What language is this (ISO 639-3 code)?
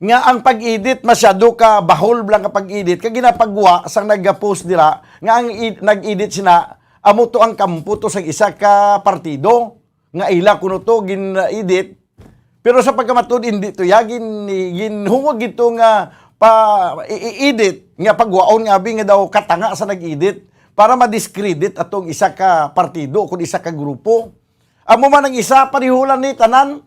hil